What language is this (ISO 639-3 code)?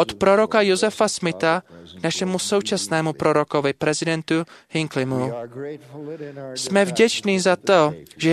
ces